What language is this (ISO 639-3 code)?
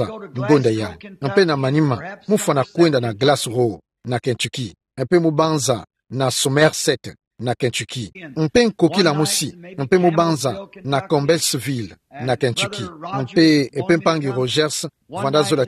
ktu